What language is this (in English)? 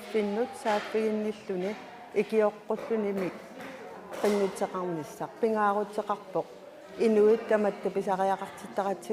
Kalaallisut